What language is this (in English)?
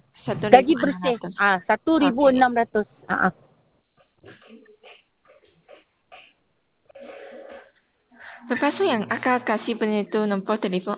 Malay